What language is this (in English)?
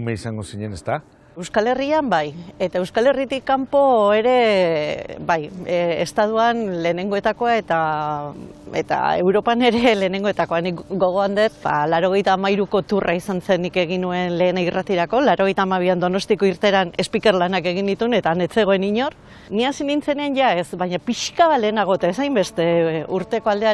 Basque